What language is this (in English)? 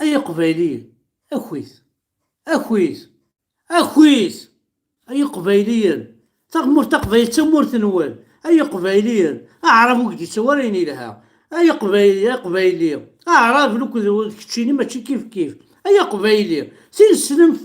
Kabyle